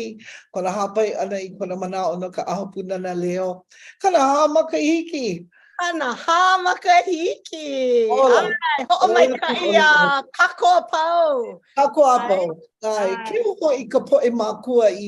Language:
Hawaiian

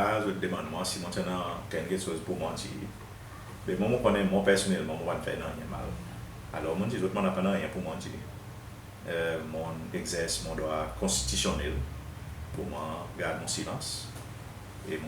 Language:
Seselwa Creole French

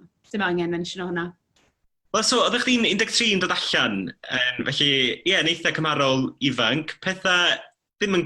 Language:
Welsh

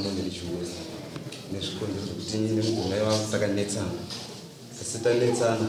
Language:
Shona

